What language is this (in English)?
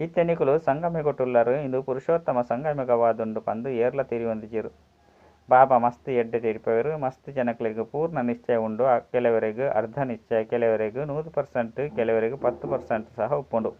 Tulu